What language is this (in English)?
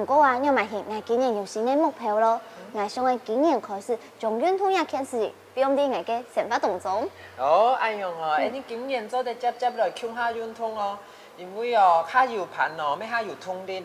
Hakka Chinese